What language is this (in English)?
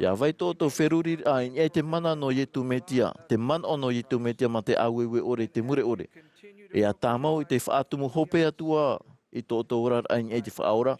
Tahitian